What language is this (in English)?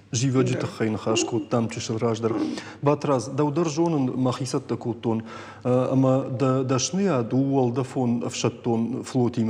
Ossetic